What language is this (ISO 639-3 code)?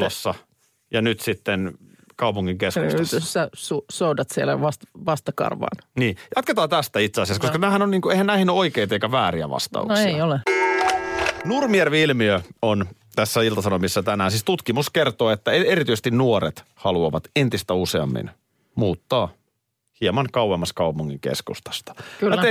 fin